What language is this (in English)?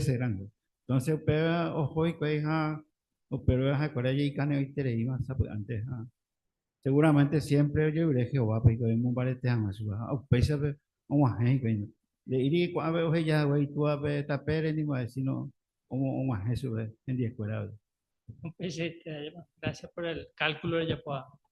Guarani